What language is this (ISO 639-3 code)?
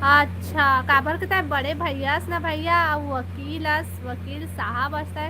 hne